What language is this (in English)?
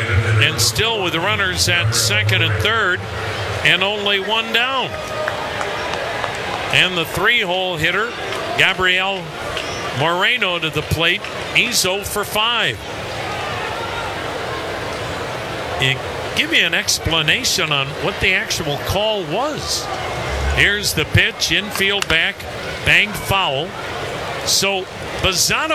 English